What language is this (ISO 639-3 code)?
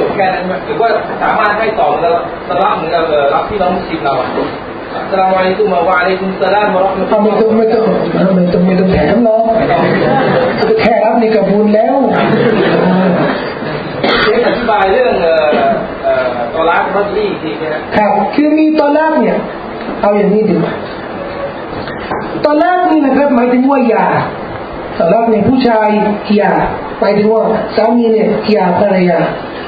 tha